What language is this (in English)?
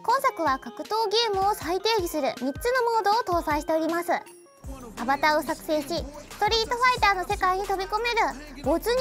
Japanese